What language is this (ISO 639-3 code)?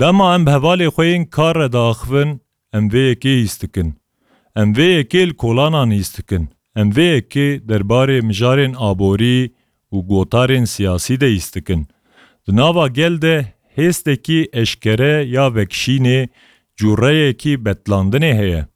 kur